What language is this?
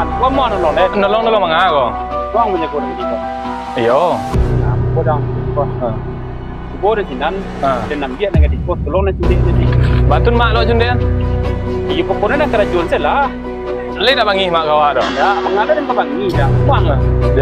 Minangkabau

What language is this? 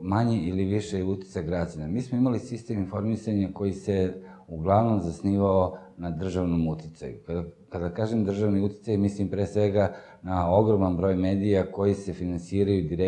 Serbian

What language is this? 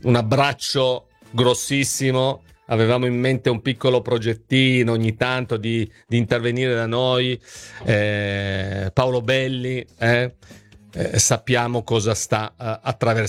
Italian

